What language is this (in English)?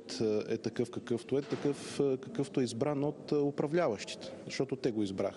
Bulgarian